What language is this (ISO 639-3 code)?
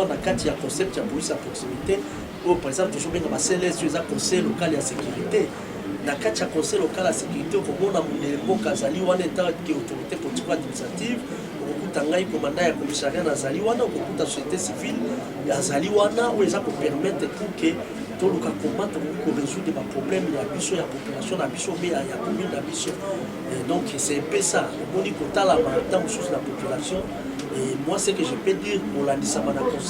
lin